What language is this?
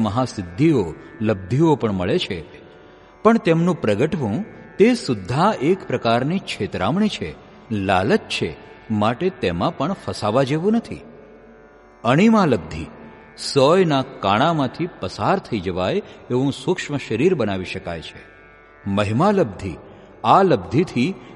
Gujarati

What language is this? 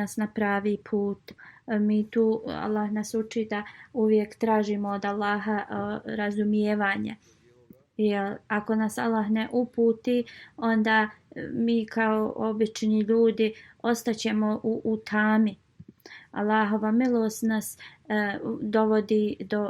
Bosnian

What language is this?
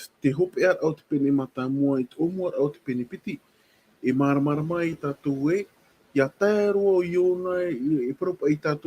Tahitian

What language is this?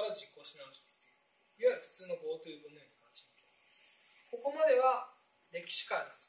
Japanese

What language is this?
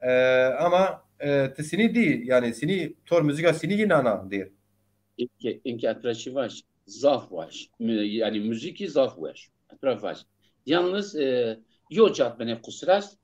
Zaza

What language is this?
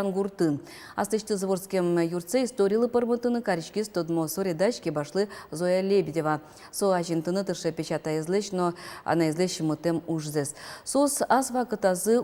Udmurt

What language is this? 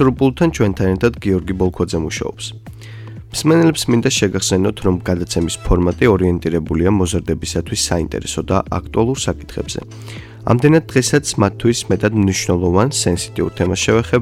Georgian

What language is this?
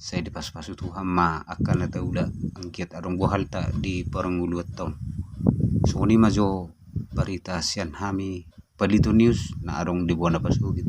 Batak Toba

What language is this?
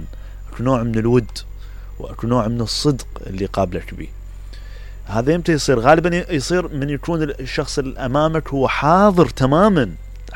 Mesopotamian Arabic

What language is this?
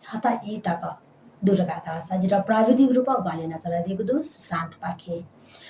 Newari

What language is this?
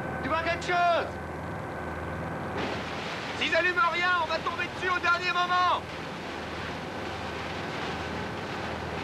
French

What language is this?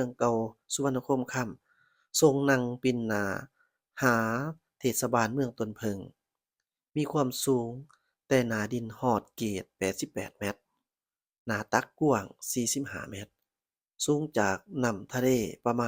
Lao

